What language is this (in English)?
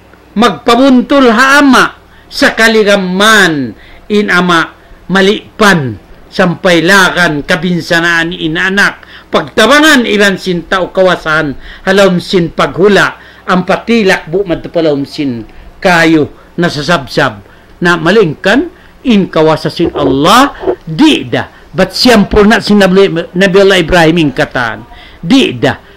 Tausug